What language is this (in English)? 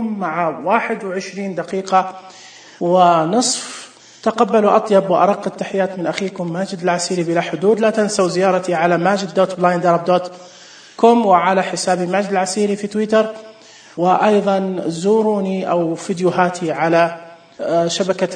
Najdi Arabic